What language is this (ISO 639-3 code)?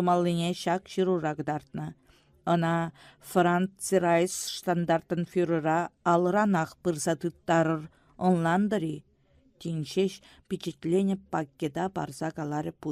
chv